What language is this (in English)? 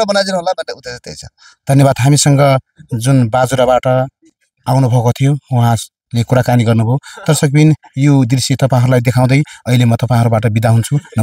Nepali